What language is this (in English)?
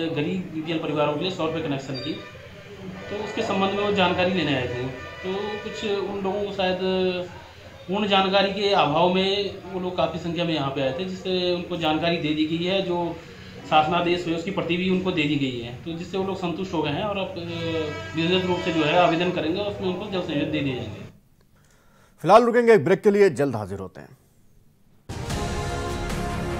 Hindi